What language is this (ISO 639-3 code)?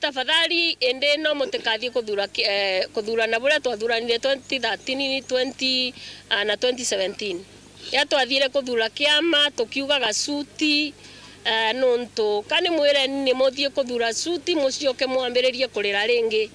mer